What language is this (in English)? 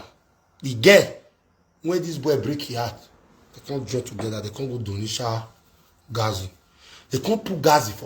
Nigerian Pidgin